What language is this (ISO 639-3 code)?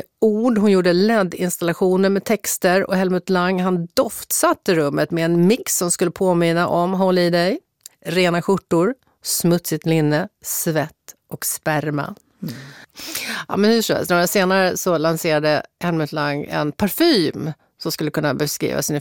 swe